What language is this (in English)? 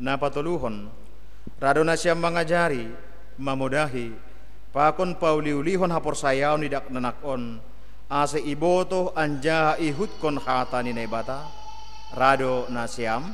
Batak Simalungun